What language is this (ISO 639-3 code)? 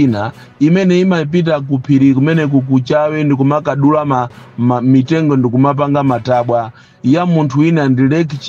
nya